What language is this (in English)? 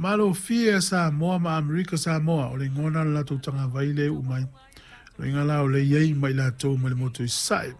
Samoan